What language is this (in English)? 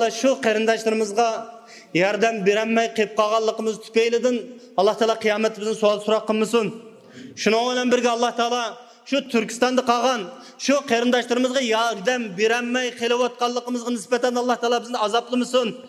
Uyghur